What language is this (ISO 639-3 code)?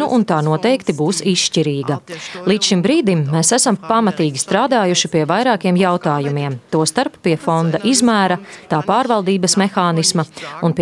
lav